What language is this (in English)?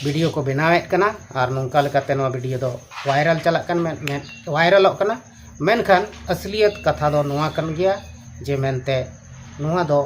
Santali